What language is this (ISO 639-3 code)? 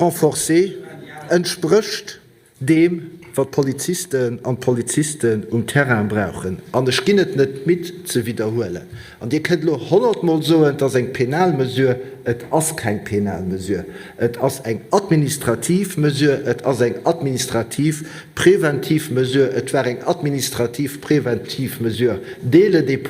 ltz